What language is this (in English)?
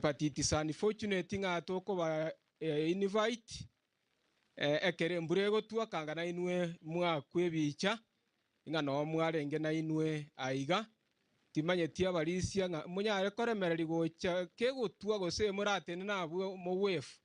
Gusii